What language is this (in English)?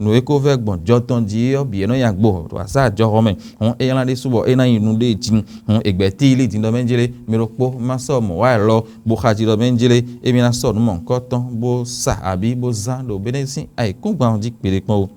Fon